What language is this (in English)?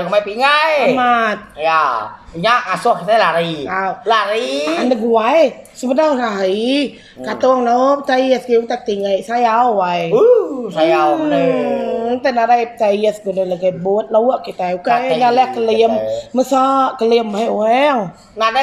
Iban